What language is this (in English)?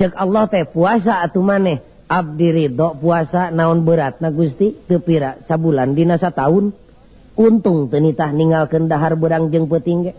Sundanese